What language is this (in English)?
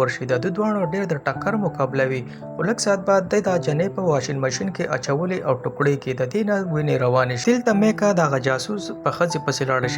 Pashto